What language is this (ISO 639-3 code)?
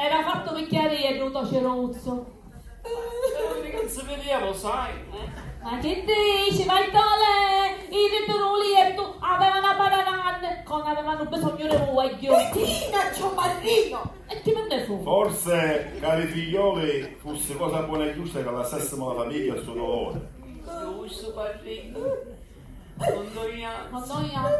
scn